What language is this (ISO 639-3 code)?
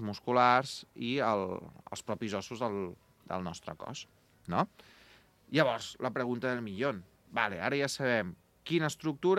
cat